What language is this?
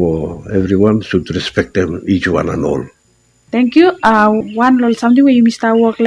Bislama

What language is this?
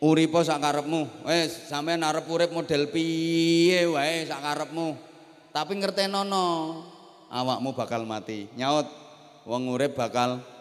Javanese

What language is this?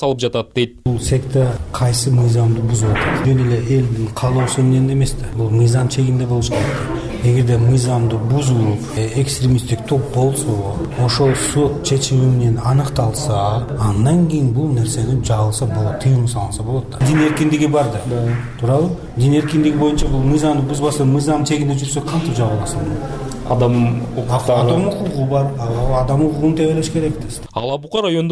Kyrgyz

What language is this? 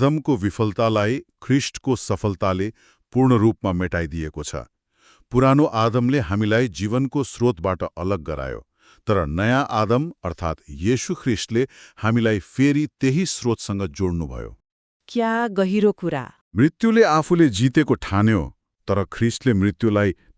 Nepali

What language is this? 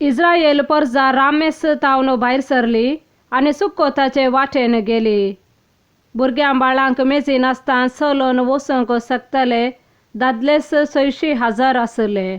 Konkani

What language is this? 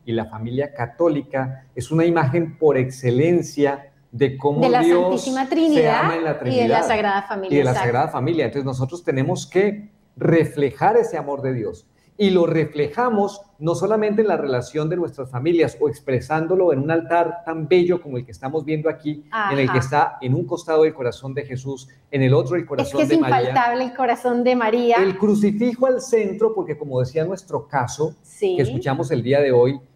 Spanish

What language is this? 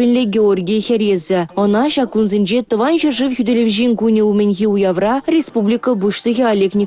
Chuvash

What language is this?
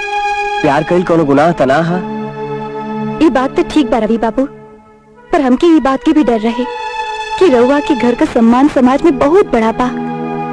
Bhojpuri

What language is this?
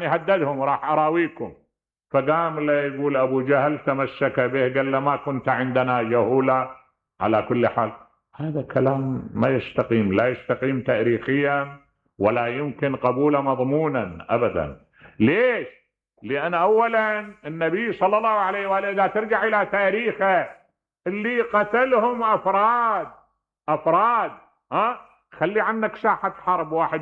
Mesopotamian Arabic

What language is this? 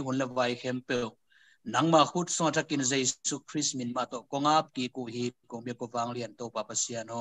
Tedim Chin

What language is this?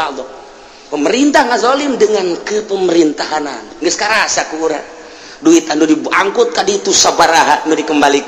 Sundanese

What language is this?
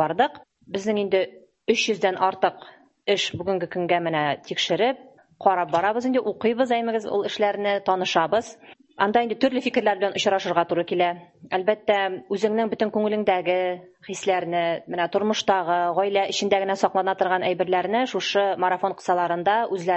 Tatar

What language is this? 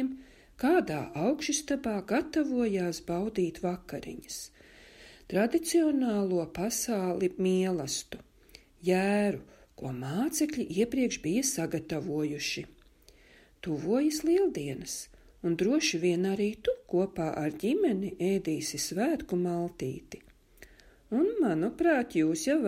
Latvian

